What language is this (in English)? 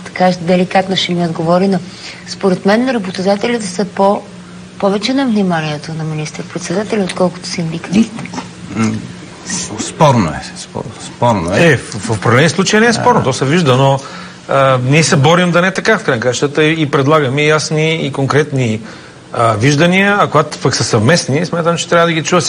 Bulgarian